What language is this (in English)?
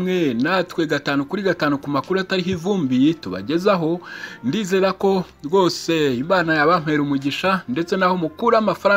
Kinyarwanda